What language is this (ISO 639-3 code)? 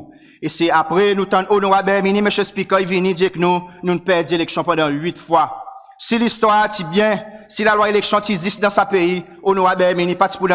crs